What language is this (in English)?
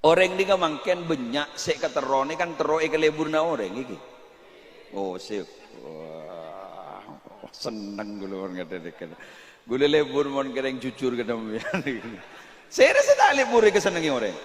Madurese